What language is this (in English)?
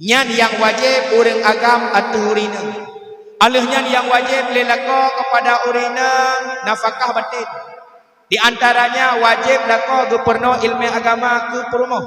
Achinese